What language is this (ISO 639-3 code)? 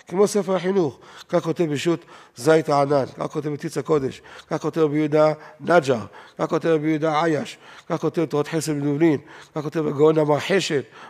heb